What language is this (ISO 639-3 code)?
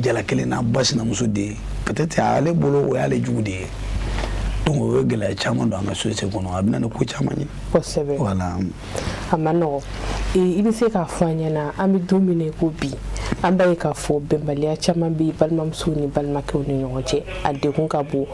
bam